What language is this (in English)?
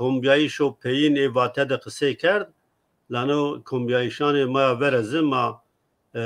Zaza